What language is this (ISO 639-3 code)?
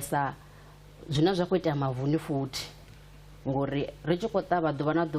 ven